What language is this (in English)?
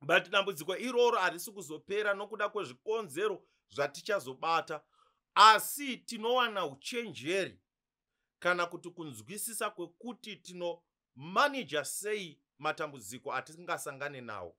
Shona